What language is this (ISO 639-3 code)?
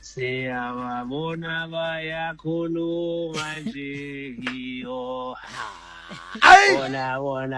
sot